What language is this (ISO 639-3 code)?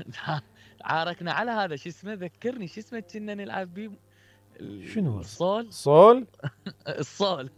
acm